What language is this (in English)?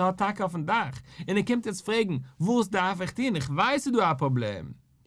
Yiddish